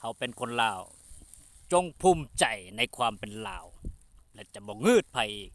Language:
Lao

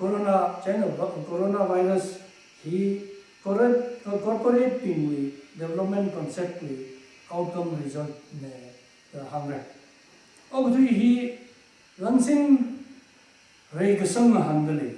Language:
Tangkhul Naga (India)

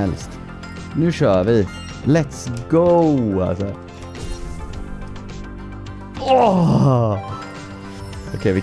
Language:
Swedish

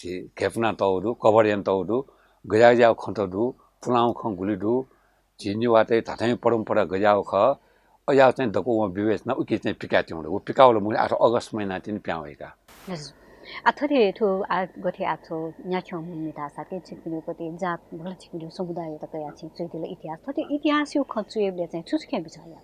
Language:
Newari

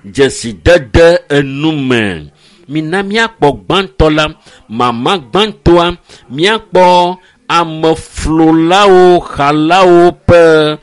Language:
Ewe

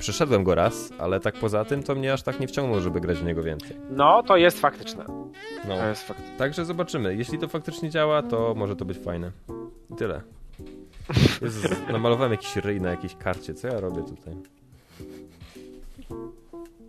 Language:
Polish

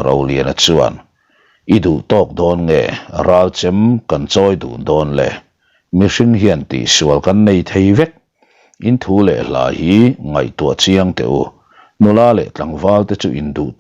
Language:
Mizo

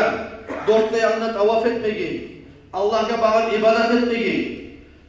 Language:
Kumyk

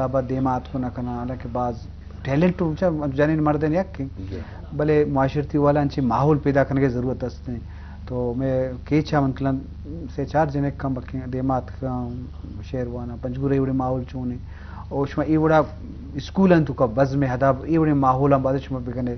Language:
Eastern Balochi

